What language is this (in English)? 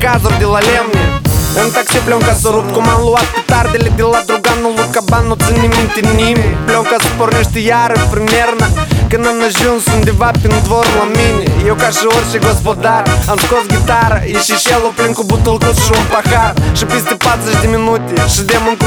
Romanian